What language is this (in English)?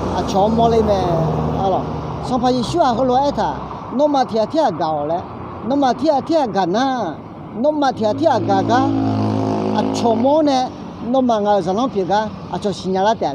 Akha